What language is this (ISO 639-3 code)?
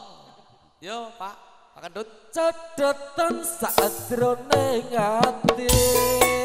jav